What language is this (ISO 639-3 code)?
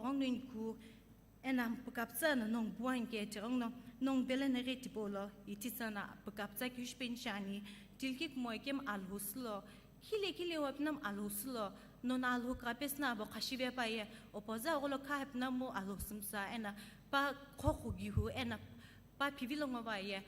nsm